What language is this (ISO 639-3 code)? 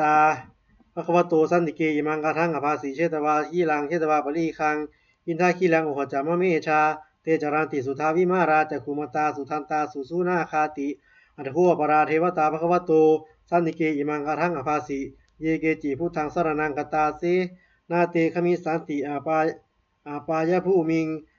pli